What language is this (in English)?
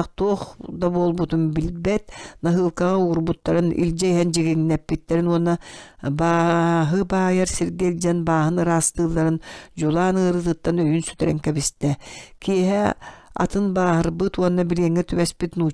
Yakut